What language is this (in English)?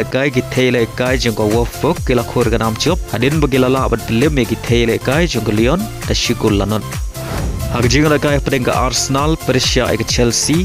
Khasi